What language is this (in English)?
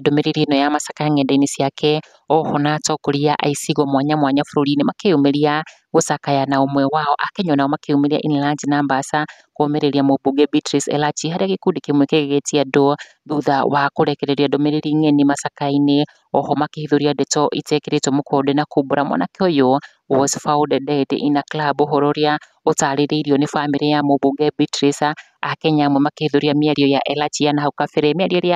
Kikuyu